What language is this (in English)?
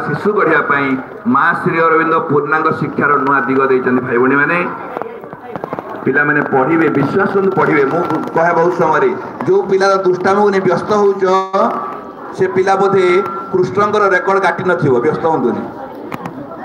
Odia